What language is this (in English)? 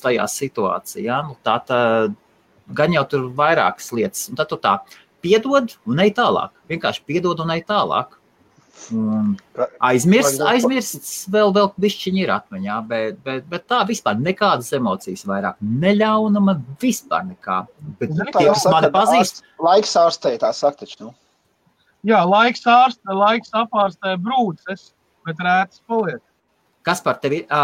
Latvian